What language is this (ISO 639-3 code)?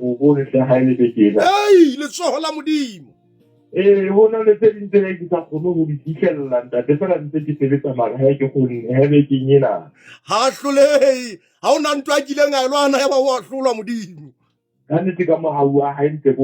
sot